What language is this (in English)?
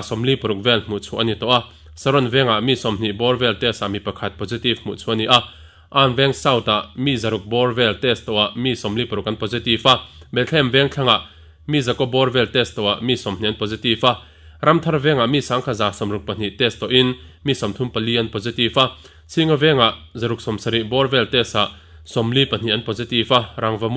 Mizo